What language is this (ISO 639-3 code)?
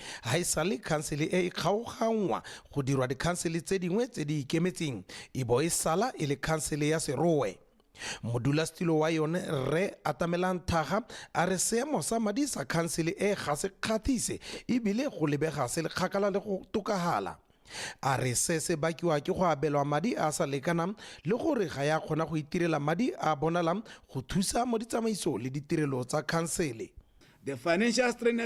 tsn